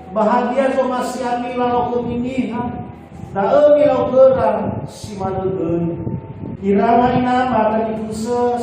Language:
Nias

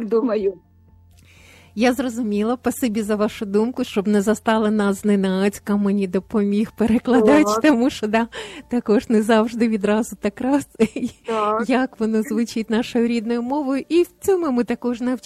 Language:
Ukrainian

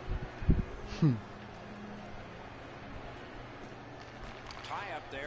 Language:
English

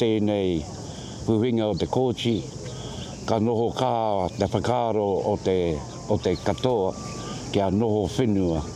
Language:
Māori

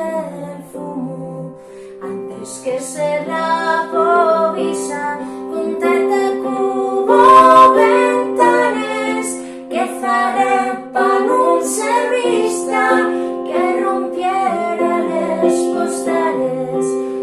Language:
Asturian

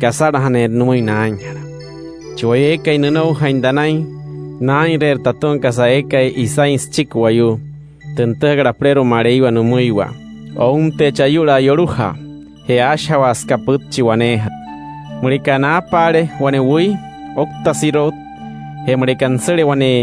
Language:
Wayuu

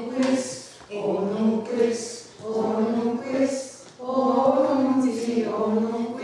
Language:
Mohawk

